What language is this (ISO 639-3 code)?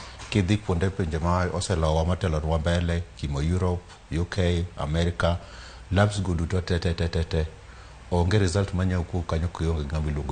luo